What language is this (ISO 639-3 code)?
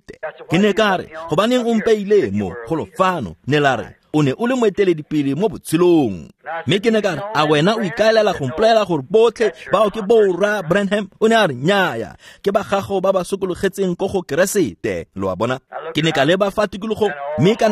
tsn